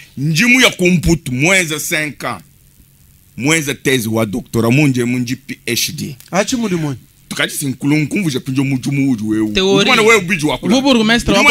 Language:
Luba-Lulua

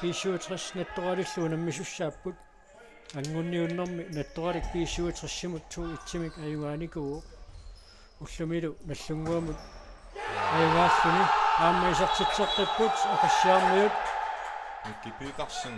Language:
Kalaallisut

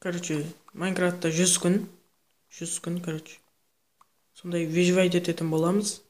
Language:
Kara-Kalpak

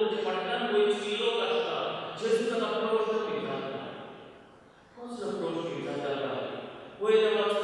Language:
Konkani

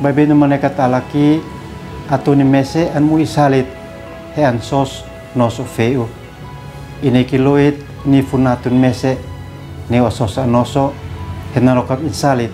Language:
Uab Meto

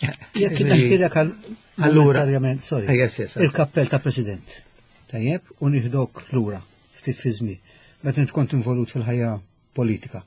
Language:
Maltese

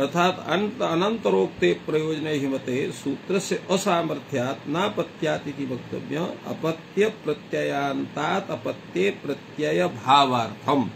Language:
Sanskrit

